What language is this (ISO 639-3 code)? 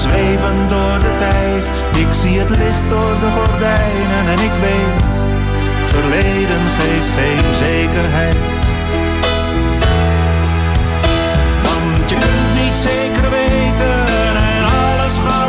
nld